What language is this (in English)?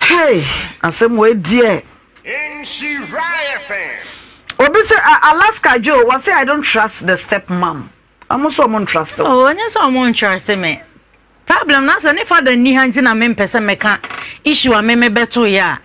Akan